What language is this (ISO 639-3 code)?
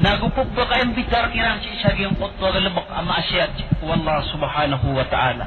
mrw